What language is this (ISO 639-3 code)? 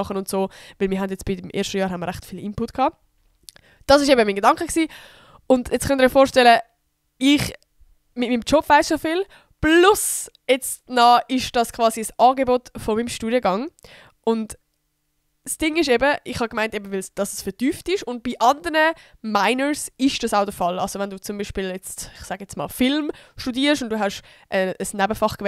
gsw